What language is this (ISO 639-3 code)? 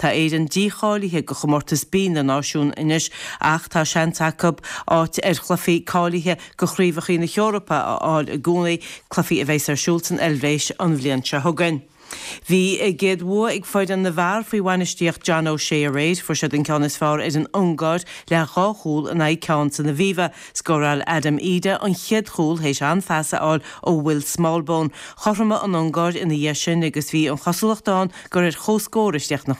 gle